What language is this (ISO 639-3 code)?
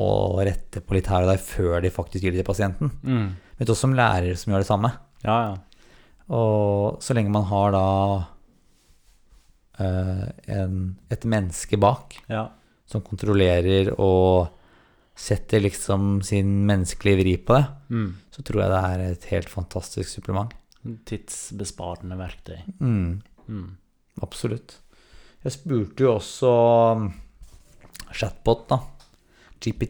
nor